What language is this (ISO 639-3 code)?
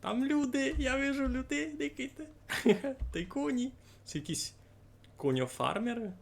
rue